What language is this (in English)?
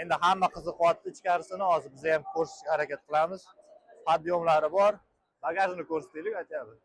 Uzbek